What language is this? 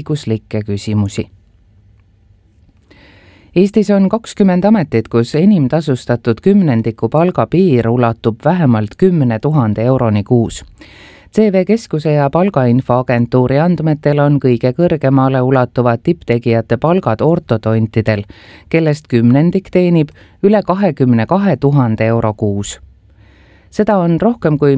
Estonian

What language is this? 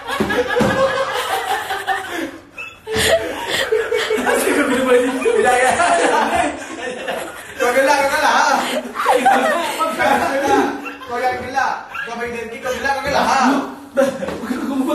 Malay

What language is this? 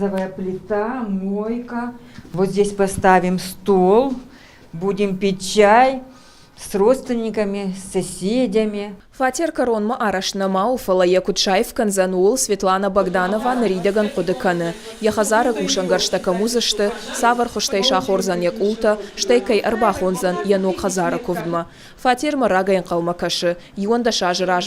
Ossetic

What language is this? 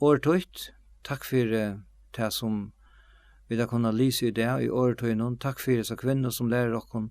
Faroese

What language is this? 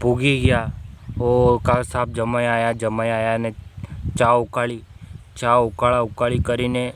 Rajasthani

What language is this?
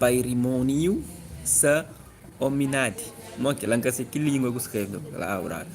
Kabuverdianu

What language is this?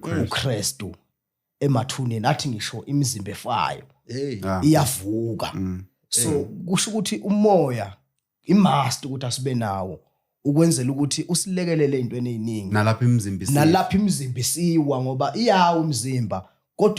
Zulu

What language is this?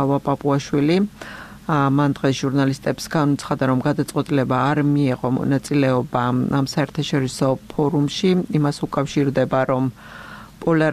Georgian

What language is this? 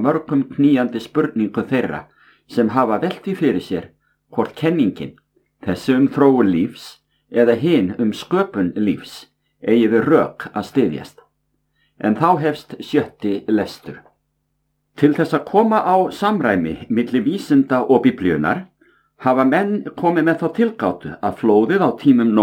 Icelandic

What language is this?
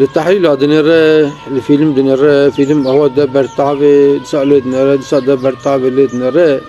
Kurdish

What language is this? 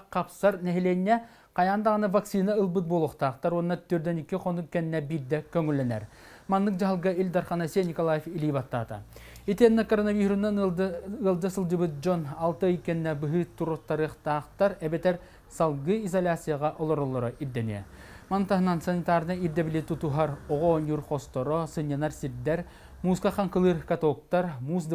Yakut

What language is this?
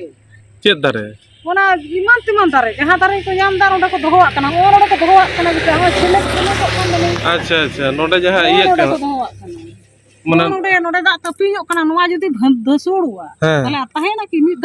Santali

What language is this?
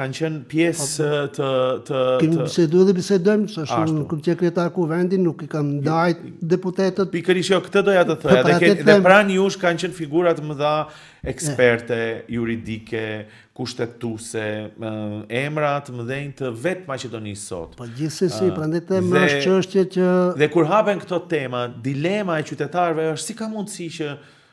Albanian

